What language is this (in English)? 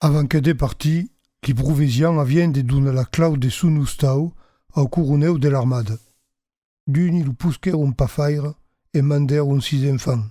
Occitan